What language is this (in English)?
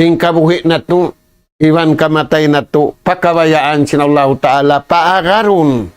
Tausug